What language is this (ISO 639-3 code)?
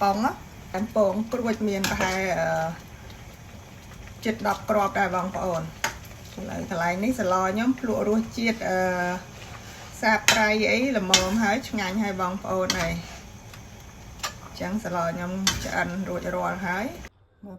khm